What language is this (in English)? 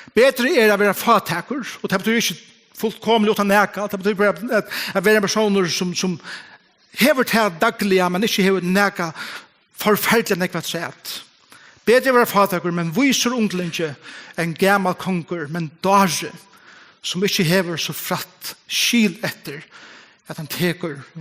Faroese